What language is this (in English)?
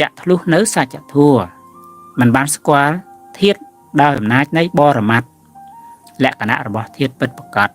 Khmer